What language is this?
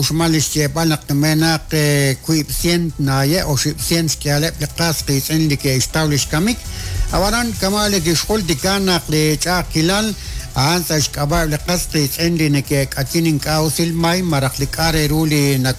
Kekchí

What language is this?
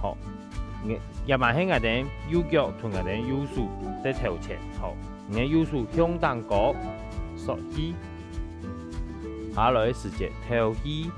Hakka Chinese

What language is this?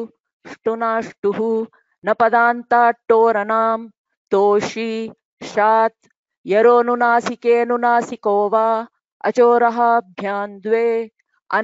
Sanskrit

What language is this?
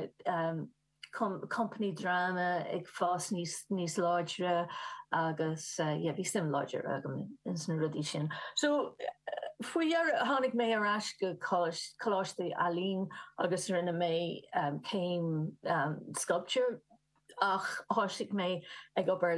Irish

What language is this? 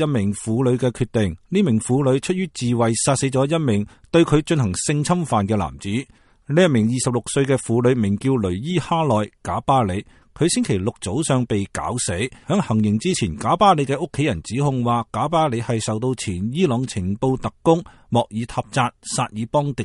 Cantonese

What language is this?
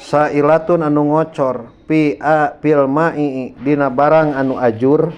Sundanese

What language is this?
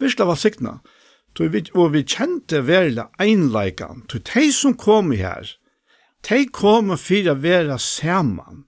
Faroese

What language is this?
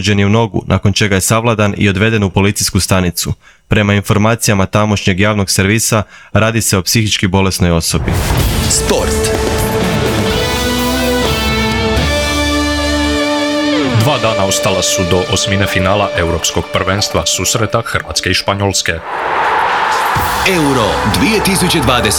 Croatian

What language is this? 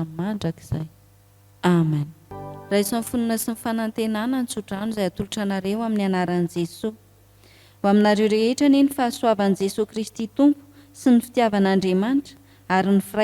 Malagasy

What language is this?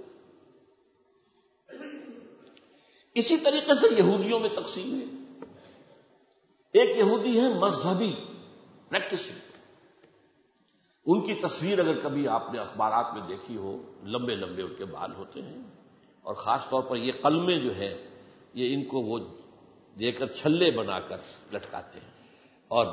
Urdu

